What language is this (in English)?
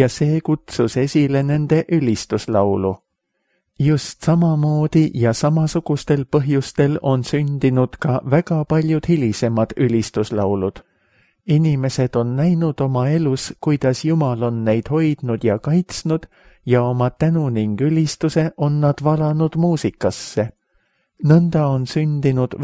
Estonian